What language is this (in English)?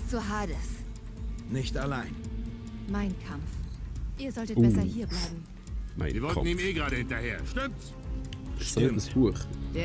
Swiss German